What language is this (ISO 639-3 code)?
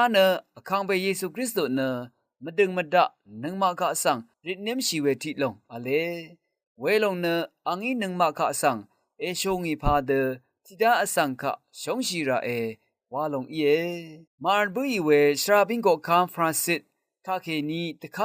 raw